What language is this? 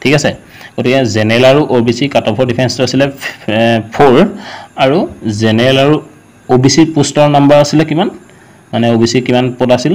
Assamese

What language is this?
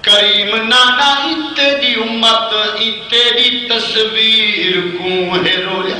Saraiki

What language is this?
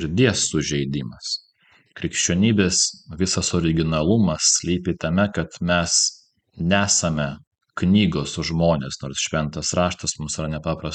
Lithuanian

